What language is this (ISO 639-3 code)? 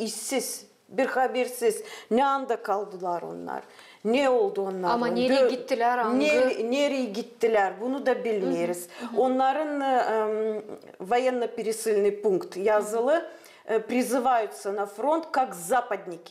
gag